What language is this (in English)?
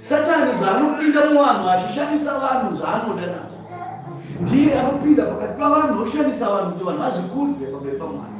Shona